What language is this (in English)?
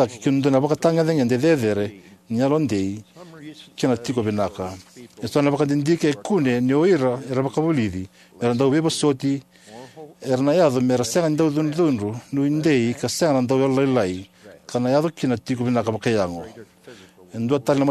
Fijian